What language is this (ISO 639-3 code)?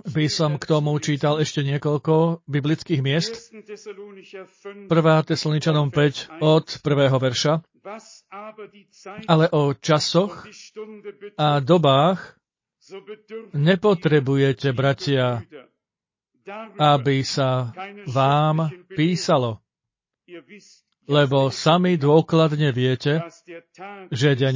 slk